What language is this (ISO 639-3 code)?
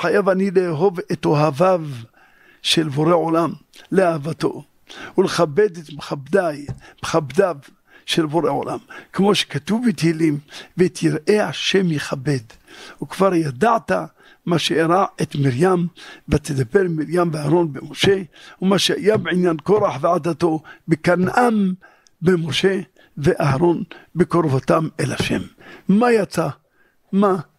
heb